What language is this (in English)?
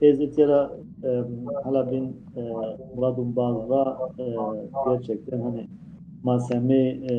Zaza